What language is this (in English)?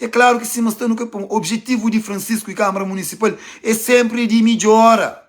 Kabuverdianu